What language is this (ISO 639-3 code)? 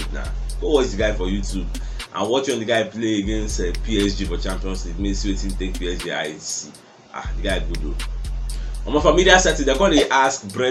pcm